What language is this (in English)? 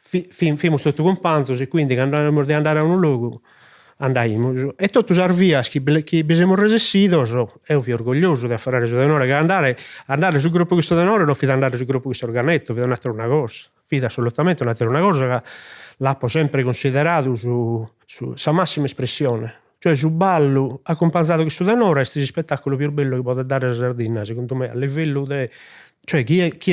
Sardinian